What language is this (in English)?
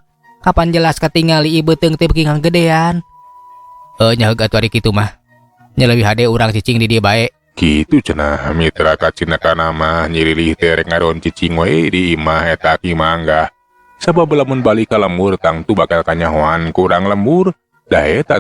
Sundanese